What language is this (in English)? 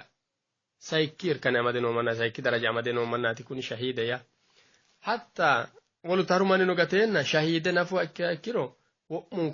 Sidamo